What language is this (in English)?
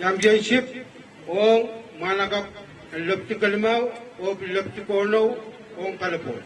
Pohnpeian